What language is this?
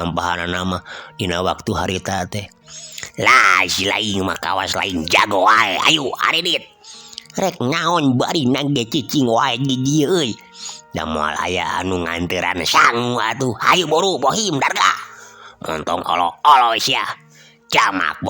Sundanese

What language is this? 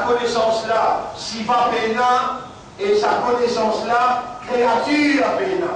Morisyen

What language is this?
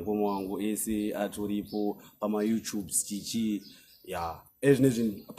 Shona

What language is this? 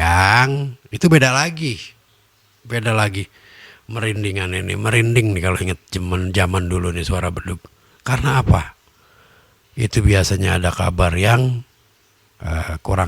Betawi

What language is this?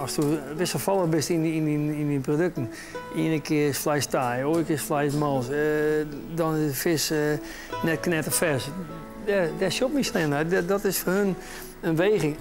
Western Frisian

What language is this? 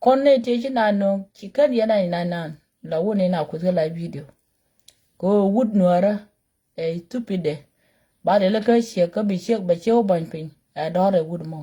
Nuer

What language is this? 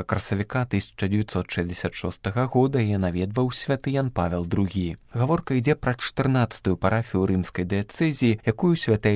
Belarusian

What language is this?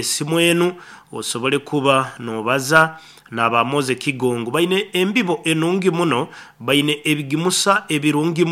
Nyankole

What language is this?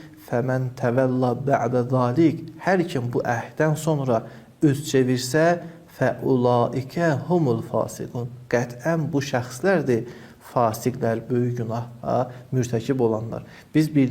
Azerbaijani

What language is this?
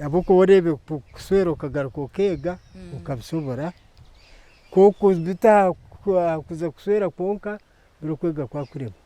Nyankole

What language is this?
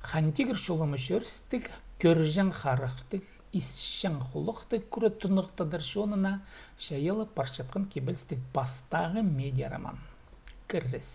Khakas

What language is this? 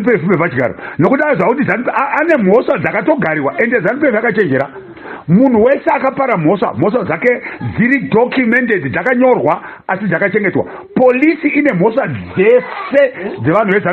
Shona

